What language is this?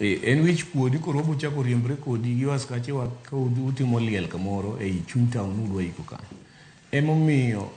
Luo (Kenya and Tanzania)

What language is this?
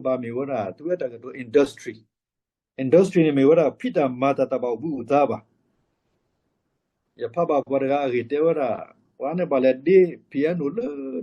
S'gaw Karen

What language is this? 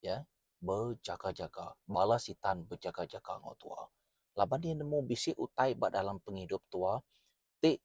Iban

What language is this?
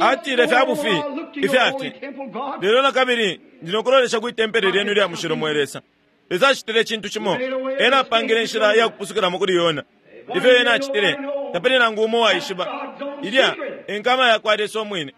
Bemba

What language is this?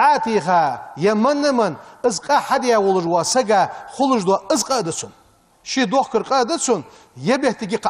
Ingush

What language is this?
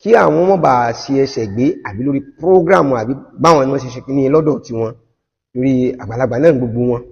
Yoruba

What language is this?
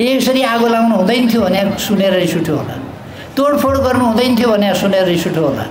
Nepali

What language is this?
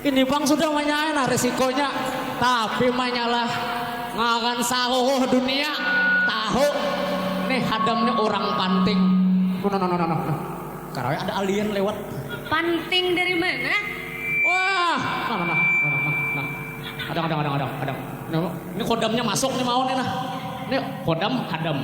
Banjar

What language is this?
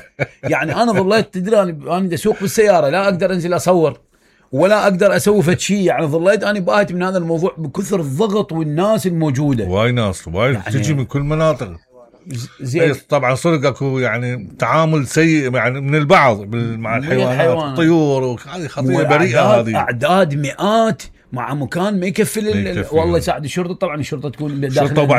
Mesopotamian Arabic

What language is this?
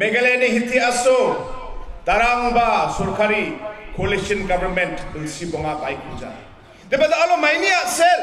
Garo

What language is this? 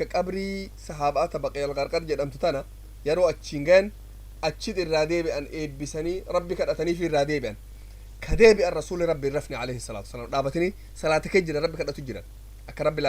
Oromo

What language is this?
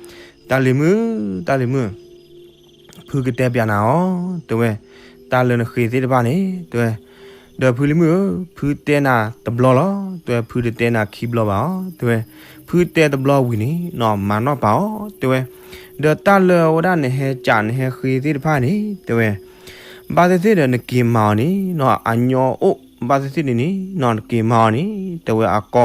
S'gaw Karen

